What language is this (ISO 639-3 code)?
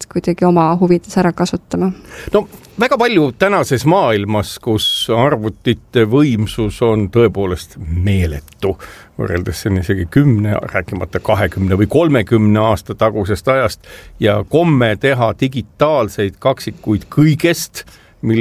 est